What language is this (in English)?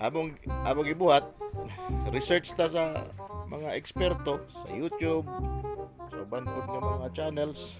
Cebuano